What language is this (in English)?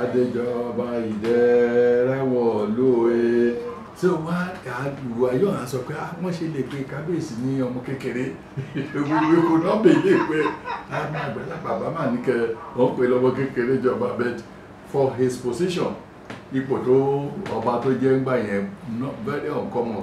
Yoruba